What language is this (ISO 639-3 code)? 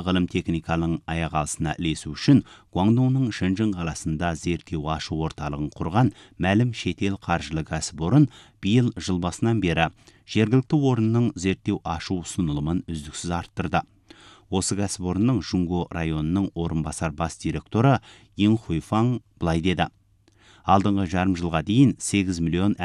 kaz